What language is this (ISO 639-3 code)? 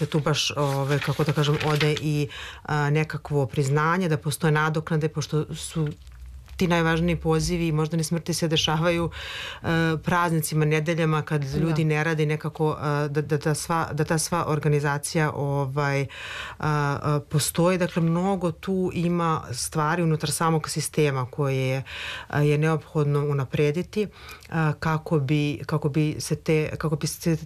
srp